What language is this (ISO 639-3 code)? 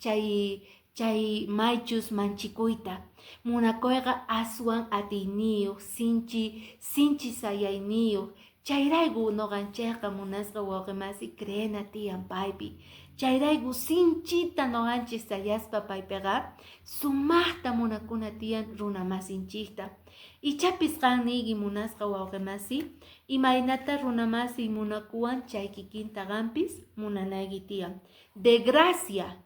que